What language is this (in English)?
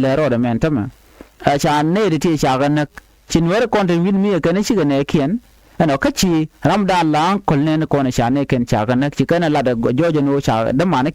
Nuer